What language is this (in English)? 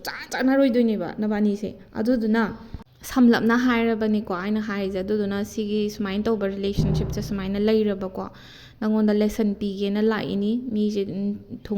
Manipuri